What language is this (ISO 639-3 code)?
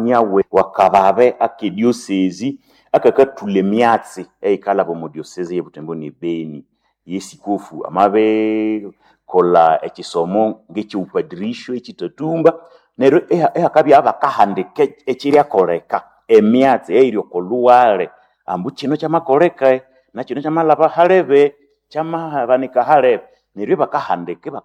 nnb